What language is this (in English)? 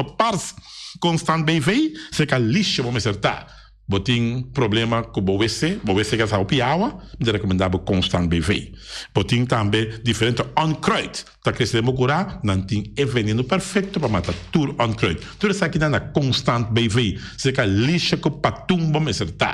Papiamento